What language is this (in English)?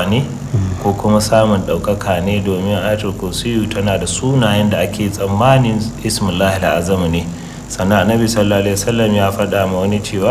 Hausa